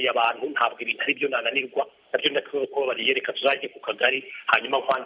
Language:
Kinyarwanda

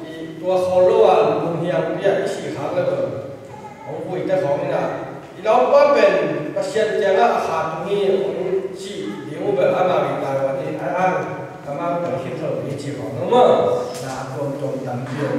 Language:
Tedim Chin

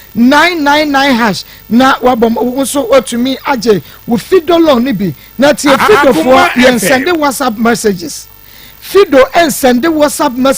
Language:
Akan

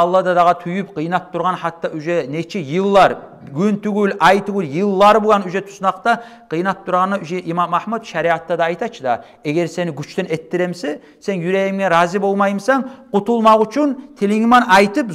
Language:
Kumyk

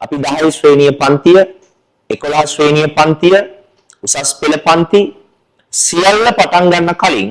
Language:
Sinhala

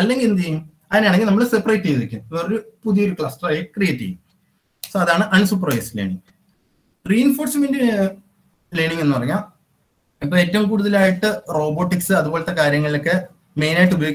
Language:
Malayalam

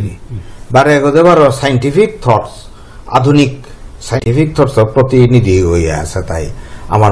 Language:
Bishnupriya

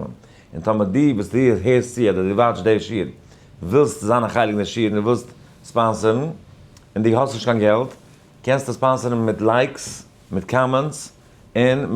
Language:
Yiddish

